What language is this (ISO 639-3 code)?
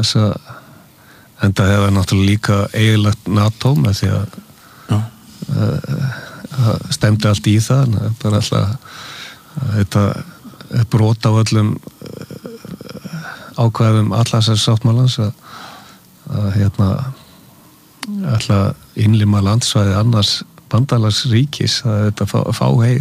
isl